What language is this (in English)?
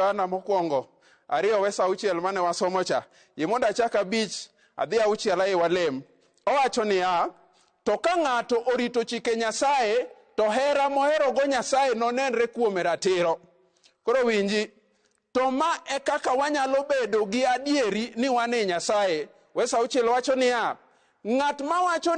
Luo (Kenya and Tanzania)